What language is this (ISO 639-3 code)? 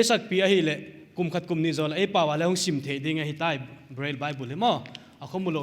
pck